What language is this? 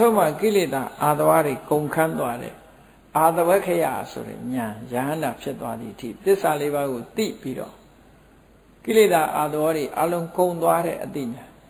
Burmese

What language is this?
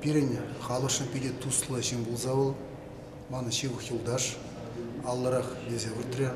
Chuvash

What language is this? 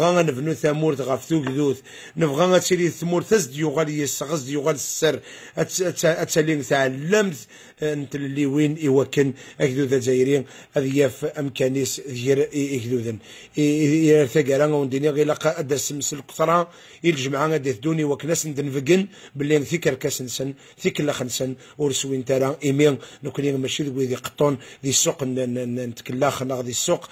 Kabyle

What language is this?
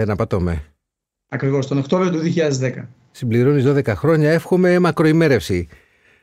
Greek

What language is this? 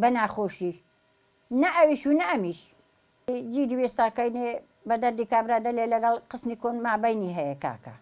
Central Kurdish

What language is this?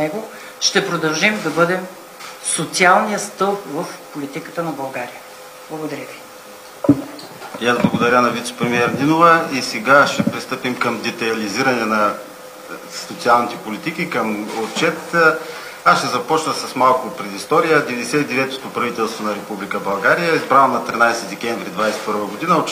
Bulgarian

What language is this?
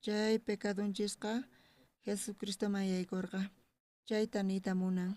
South Bolivian Quechua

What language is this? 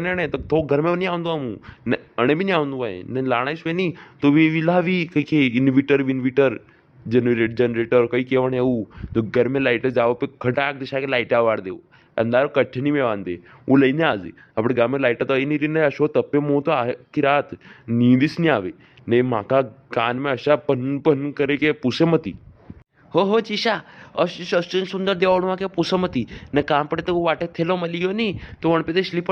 Rajasthani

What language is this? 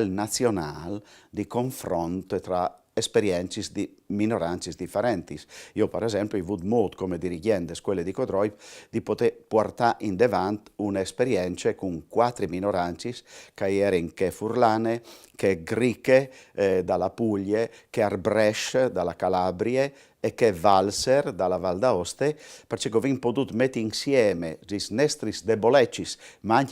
Friulian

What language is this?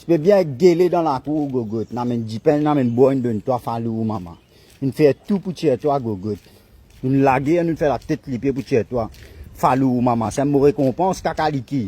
Morisyen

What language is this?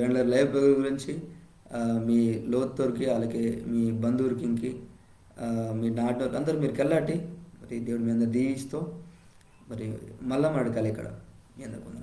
Koya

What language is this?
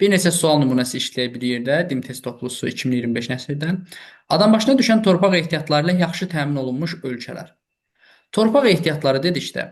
Azerbaijani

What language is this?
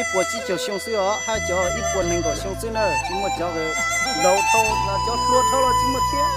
Hmong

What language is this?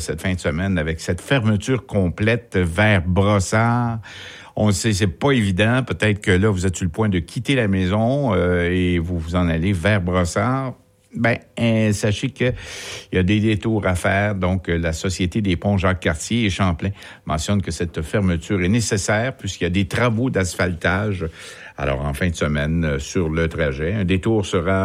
French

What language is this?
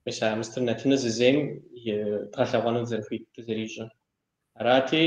Kabardian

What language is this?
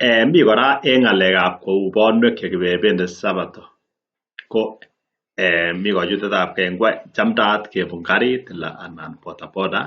Kalenjin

